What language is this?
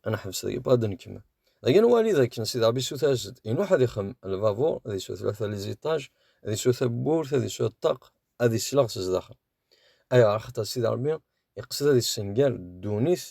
Kabyle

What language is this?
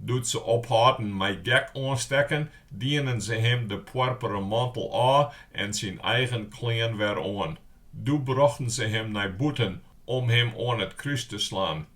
Western Frisian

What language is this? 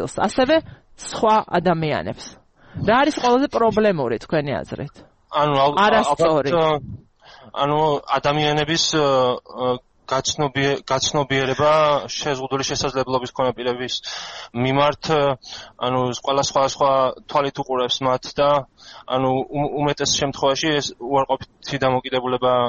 Georgian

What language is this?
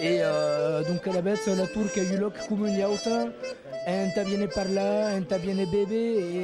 Occitan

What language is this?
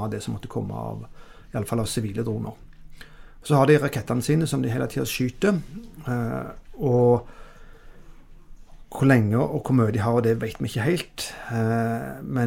Norwegian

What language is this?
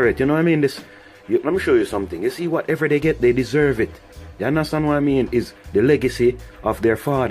Jamaican Creole English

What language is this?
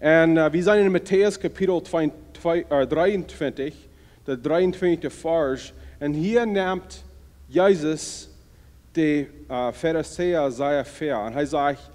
Plautdietsch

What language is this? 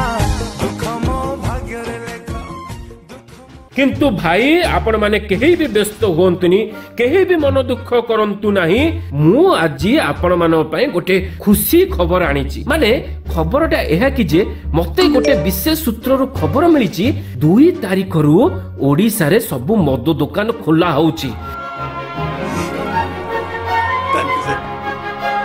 Odia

